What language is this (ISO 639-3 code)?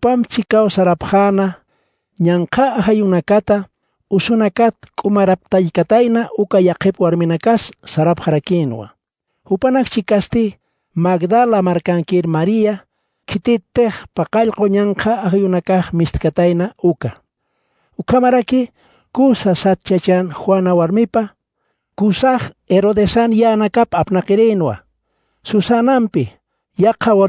aym